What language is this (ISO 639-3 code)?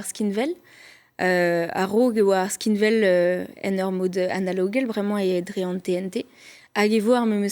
bre